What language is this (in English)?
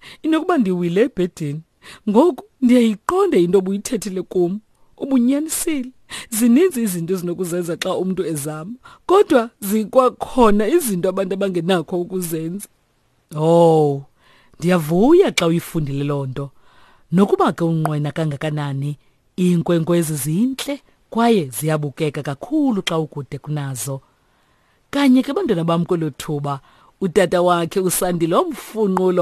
Xhosa